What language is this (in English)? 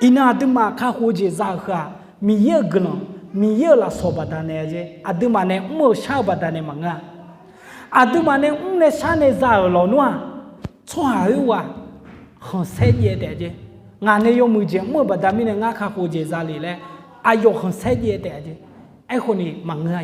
Akha